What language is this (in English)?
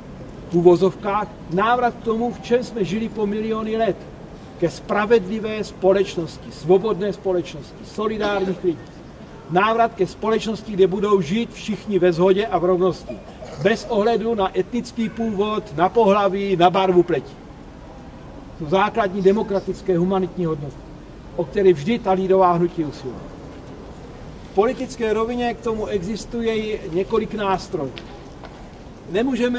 Czech